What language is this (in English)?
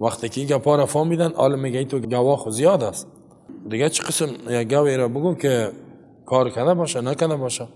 Persian